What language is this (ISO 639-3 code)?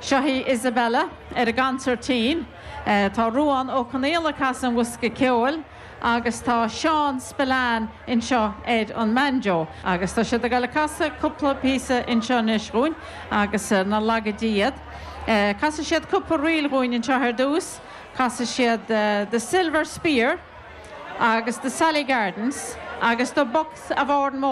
gle